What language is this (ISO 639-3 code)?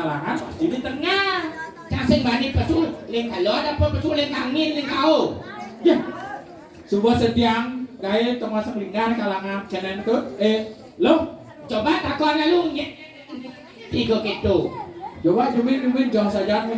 ban